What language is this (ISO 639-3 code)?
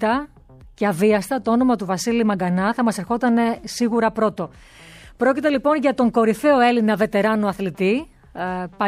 ell